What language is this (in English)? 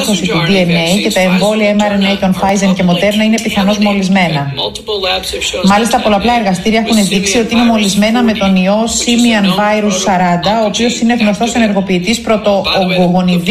Greek